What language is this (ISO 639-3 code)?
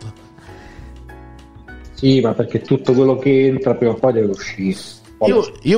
ita